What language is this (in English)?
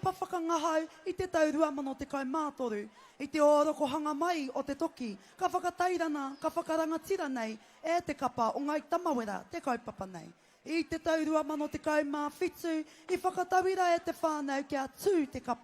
Māori